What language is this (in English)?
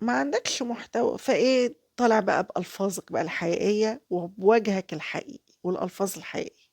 Egyptian Arabic